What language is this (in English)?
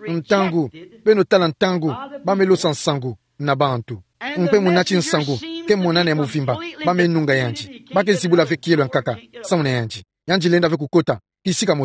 Kituba (Democratic Republic of Congo)